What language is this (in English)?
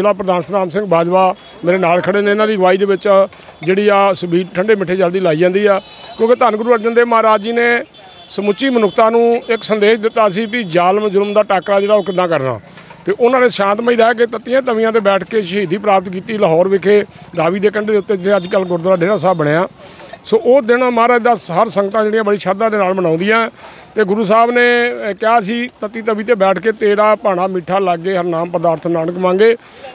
Punjabi